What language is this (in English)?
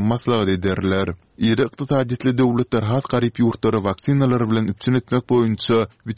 Turkmen